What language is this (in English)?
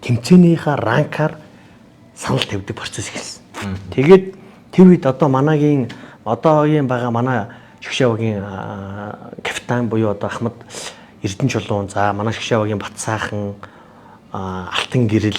Mongolian